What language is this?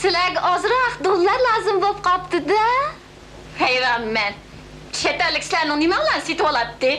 Uyghur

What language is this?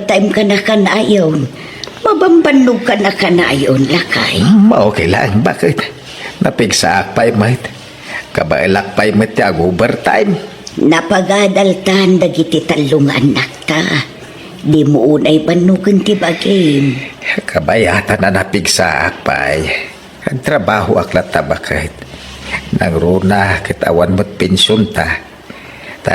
Iloko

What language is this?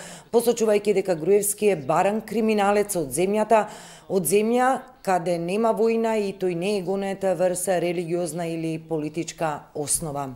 Macedonian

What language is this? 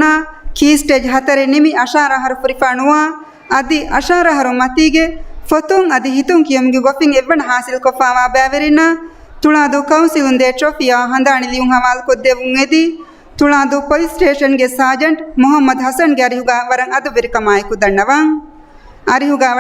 Divehi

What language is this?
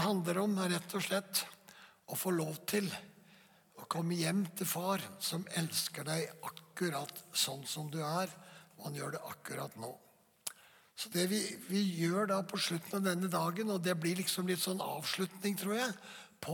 Norwegian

